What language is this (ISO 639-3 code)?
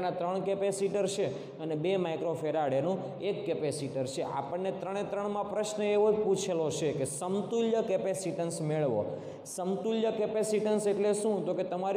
guj